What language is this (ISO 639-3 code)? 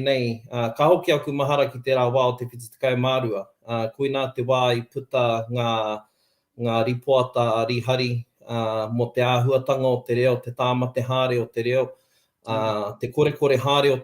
mri